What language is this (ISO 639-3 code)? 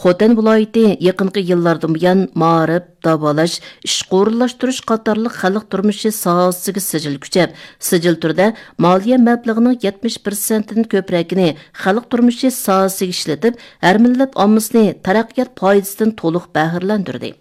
uig